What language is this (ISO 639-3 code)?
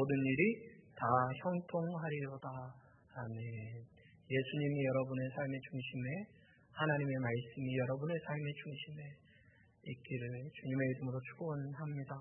kor